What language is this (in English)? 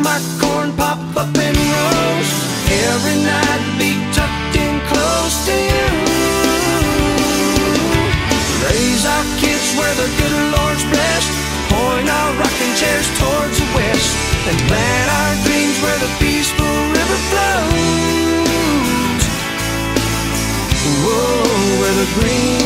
English